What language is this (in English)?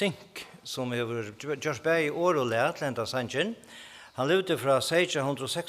Faroese